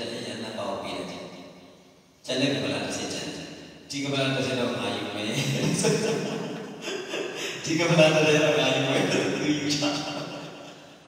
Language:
Burmese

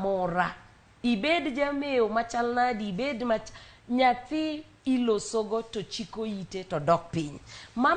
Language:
Luo (Kenya and Tanzania)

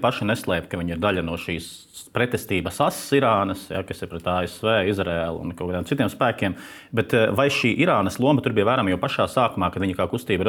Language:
Latvian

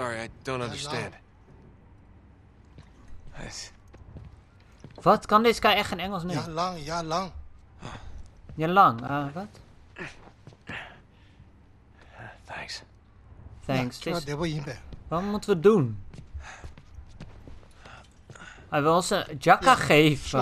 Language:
Dutch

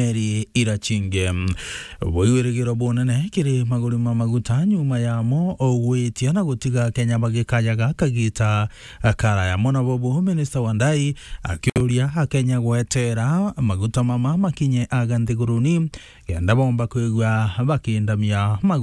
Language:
Meru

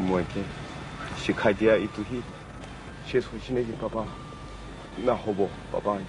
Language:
Naga Pidgin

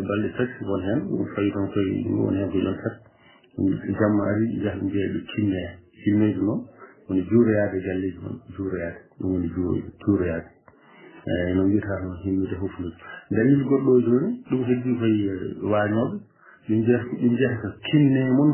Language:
Fula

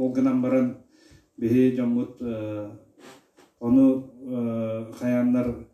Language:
Yakut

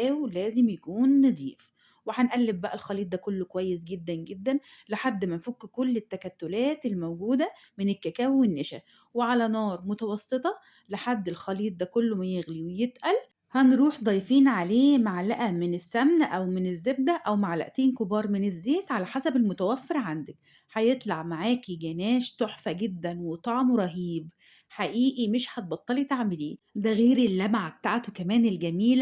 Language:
Egyptian Arabic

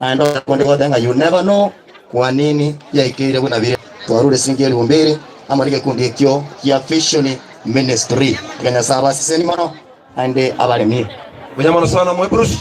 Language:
Gusii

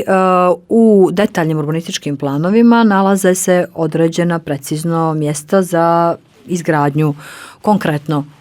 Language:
Bosnian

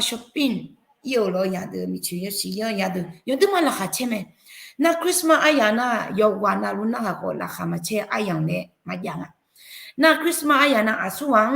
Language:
Akha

